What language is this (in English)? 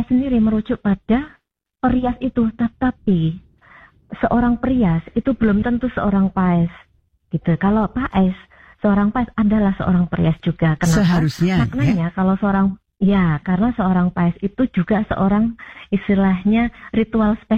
Indonesian